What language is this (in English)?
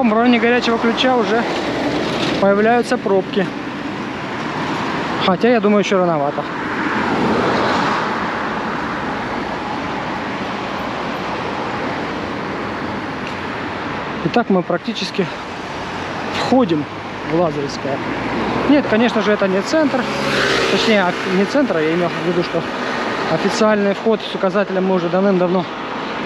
Russian